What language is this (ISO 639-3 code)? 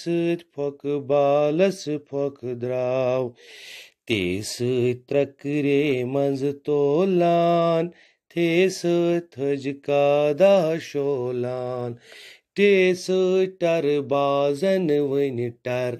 kas